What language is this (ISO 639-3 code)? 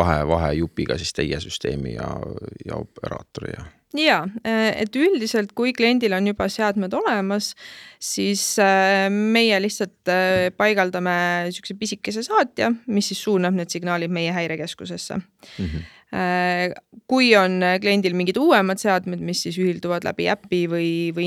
est